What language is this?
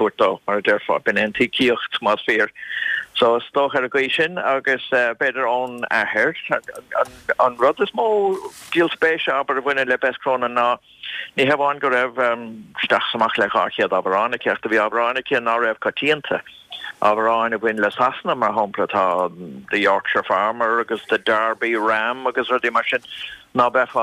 Irish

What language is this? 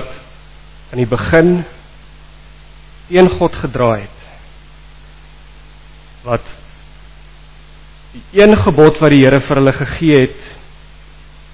Afrikaans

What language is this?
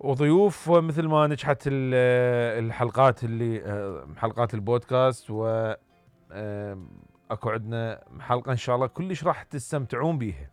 Mesopotamian Arabic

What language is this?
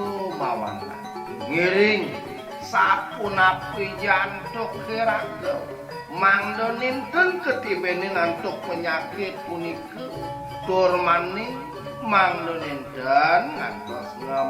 Balinese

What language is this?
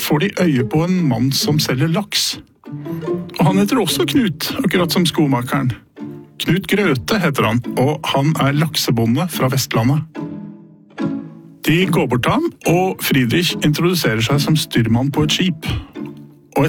Norwegian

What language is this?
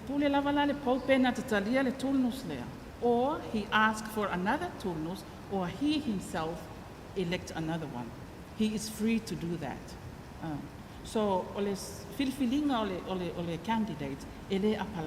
Samoan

